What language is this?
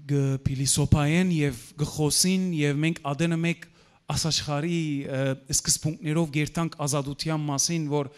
Western Armenian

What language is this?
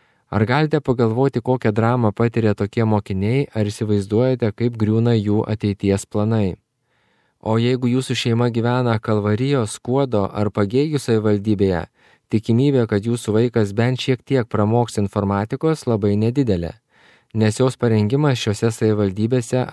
Lithuanian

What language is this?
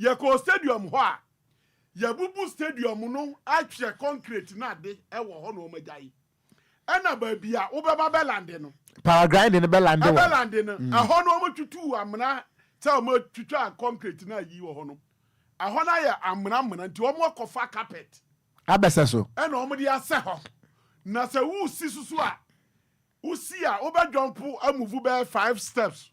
Akan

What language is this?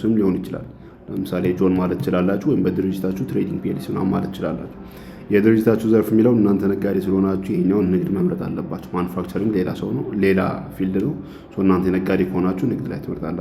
Amharic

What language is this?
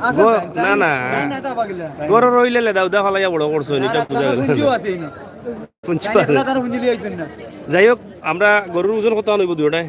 Sylheti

